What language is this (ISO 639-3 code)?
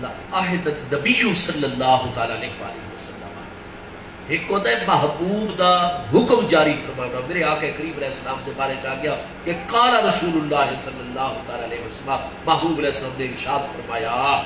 skr